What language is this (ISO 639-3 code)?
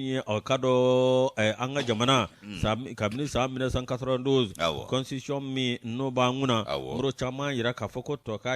bam